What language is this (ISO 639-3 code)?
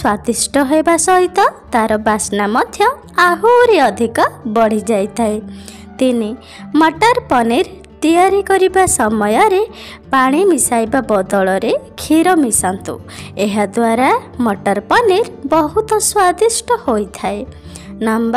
ori